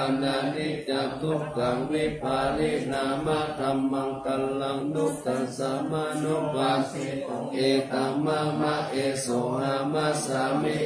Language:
Pali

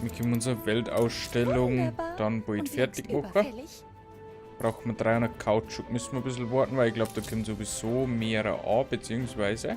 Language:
Bavarian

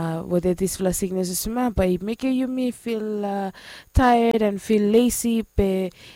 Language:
Bislama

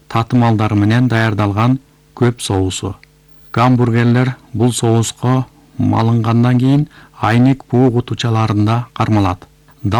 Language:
Kyrgyz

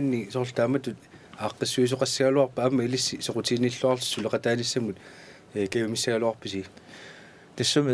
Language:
Kalaallisut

